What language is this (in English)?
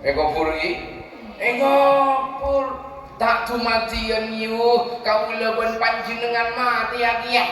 Madurese